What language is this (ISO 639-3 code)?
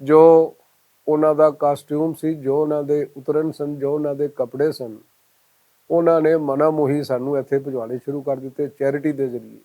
lah